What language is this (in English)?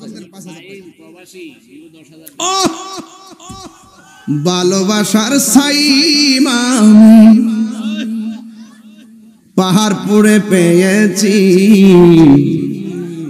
Bangla